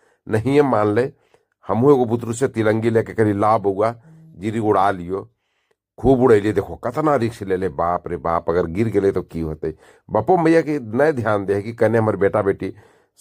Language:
Magahi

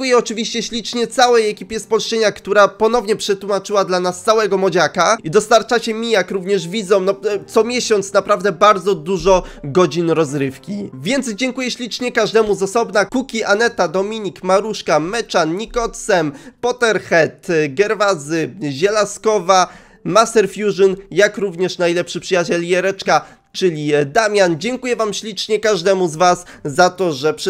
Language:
Polish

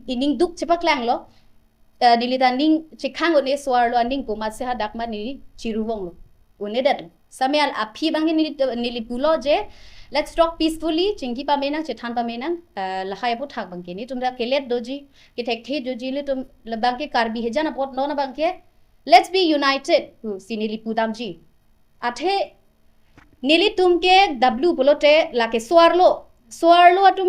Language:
Karbi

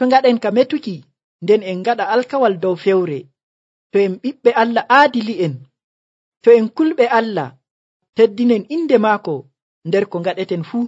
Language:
Nigerian Fulfulde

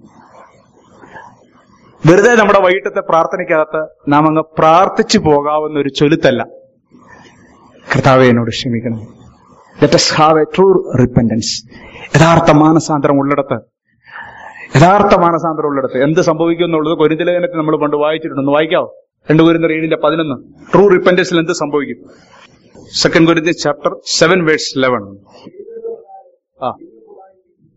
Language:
Malayalam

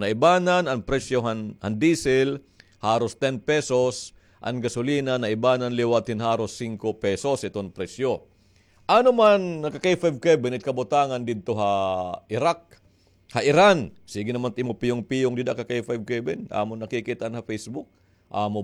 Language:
Waray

